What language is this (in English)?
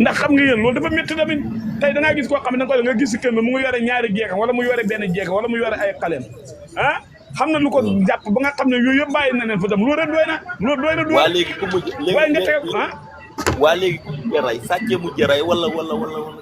Wolof